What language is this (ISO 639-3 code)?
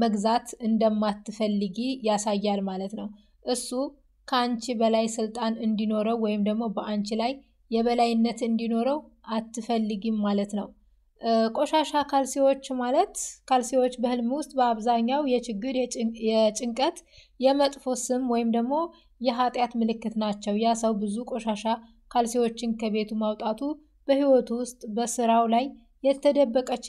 amh